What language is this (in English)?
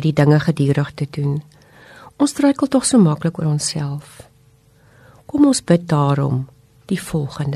Afrikaans